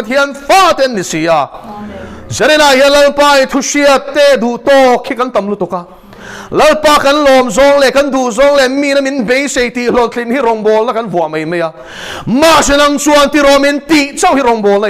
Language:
Mizo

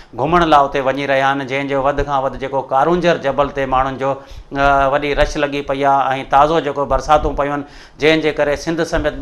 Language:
Sindhi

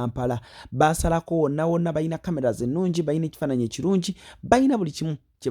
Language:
Ganda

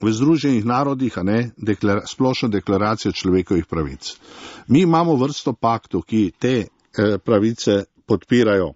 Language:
Slovenian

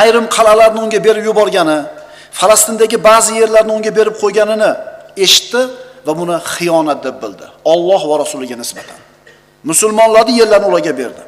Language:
Uzbek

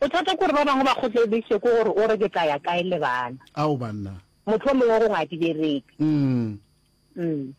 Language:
Northern Sotho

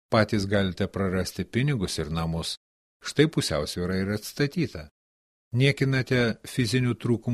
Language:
Lithuanian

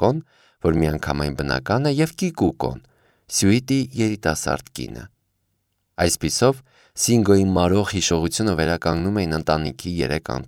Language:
Armenian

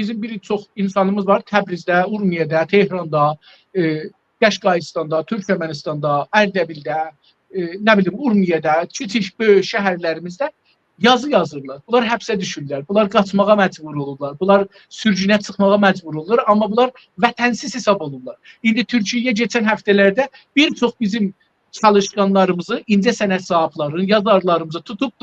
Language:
South Azerbaijani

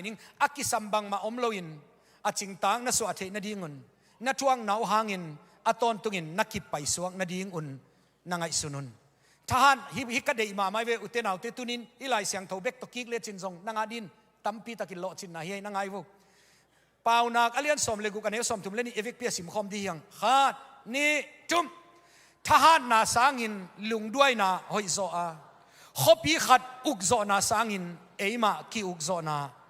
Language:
Tedim Chin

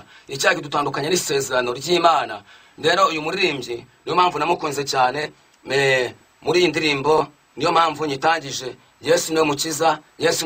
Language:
Kinyarwanda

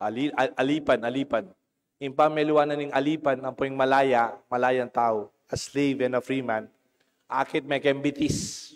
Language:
Pampanga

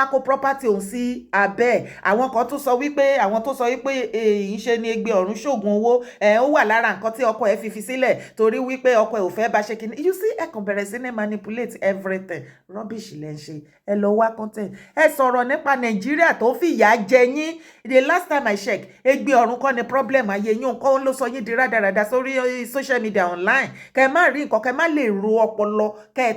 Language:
Yoruba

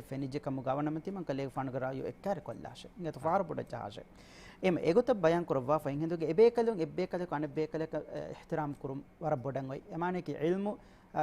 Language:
Divehi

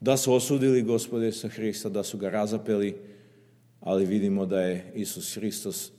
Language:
Serbian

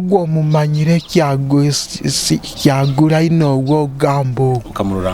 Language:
Nyoro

